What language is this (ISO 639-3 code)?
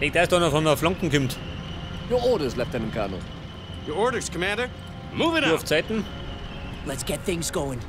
bar